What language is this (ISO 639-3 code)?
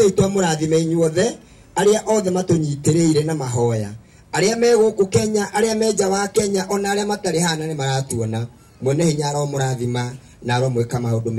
kik